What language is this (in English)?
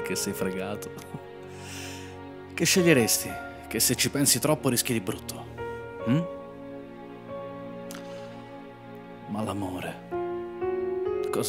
Italian